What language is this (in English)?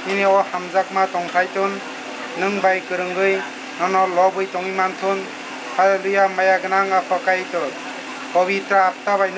Kok Borok